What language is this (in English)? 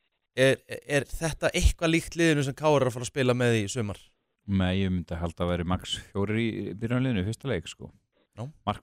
Icelandic